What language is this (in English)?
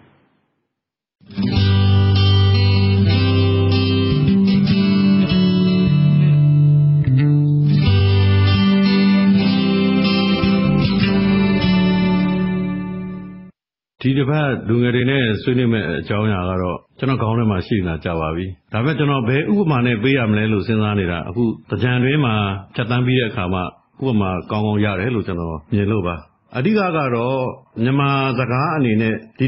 Burmese